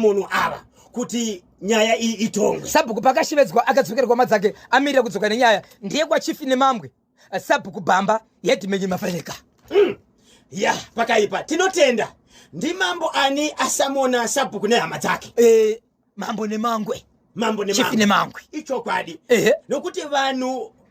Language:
Shona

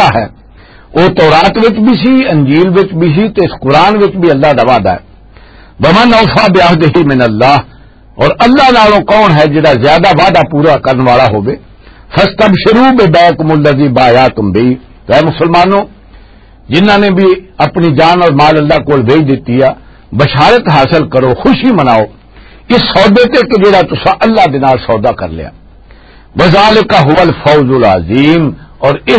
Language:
Western Panjabi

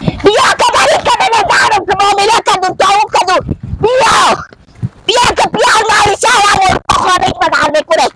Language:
Persian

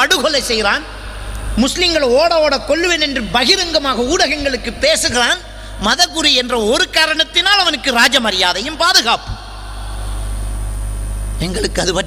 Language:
Tamil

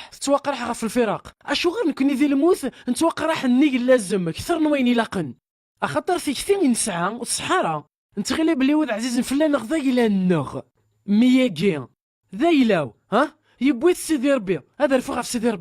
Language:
Kabyle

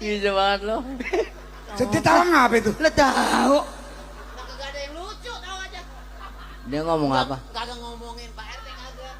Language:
Betawi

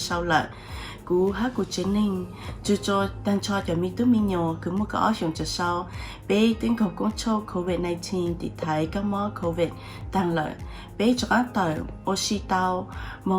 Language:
Hmong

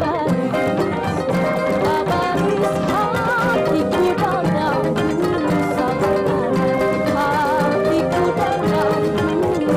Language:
Banjar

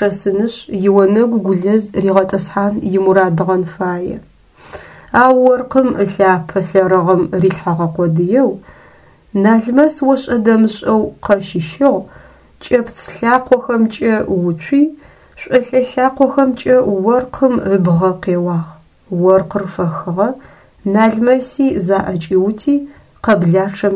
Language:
Adyghe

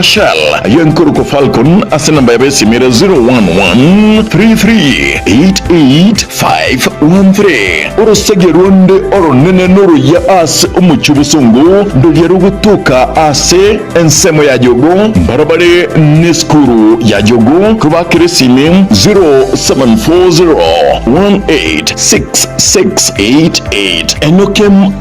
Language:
Gusii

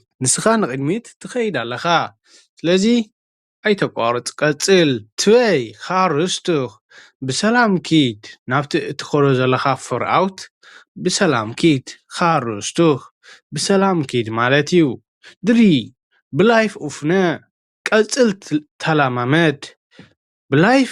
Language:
Tigrinya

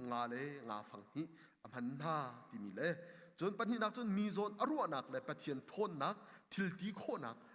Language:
Hakha Chin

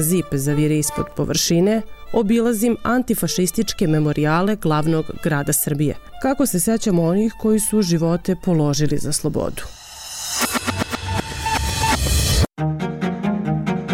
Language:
Serbian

